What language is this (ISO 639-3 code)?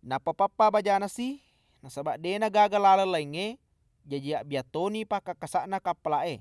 bug